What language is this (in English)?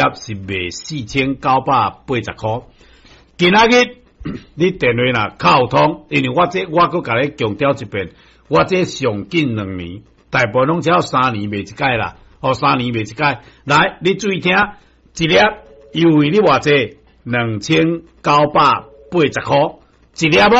Min Nan Chinese